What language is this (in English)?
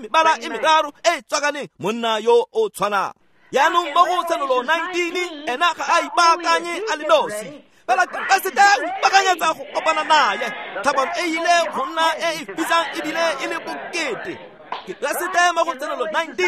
Tswana